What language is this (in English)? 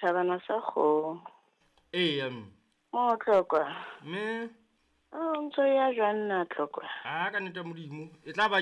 Southern Sotho